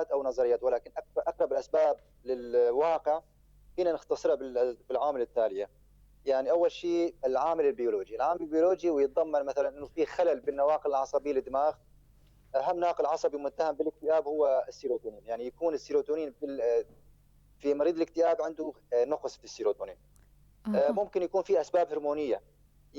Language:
North Levantine Arabic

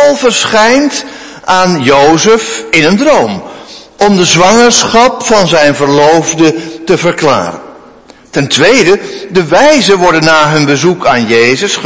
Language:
Dutch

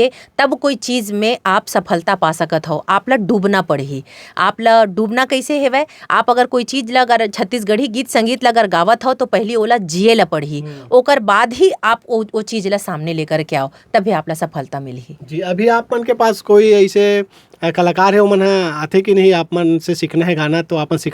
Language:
Chhattisgarhi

